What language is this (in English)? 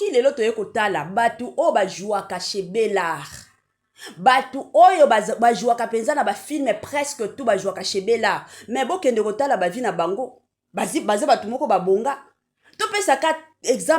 Lingala